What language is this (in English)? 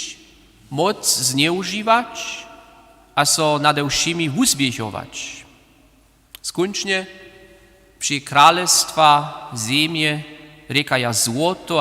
Upper Sorbian